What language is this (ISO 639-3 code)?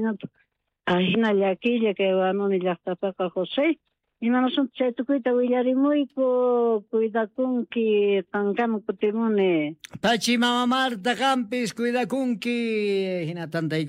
quh